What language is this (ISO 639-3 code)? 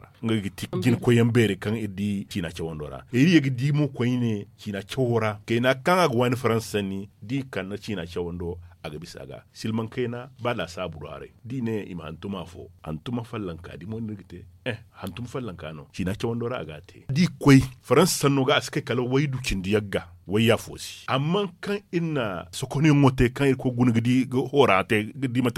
dje